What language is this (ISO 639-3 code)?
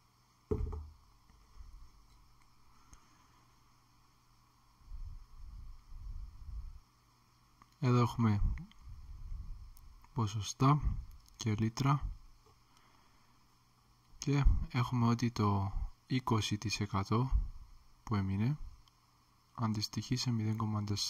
ell